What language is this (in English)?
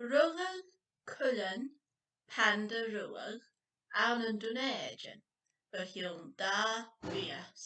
Scottish Gaelic